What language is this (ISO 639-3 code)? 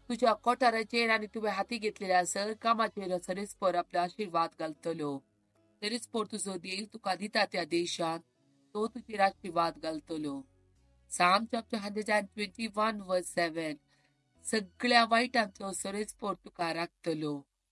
kok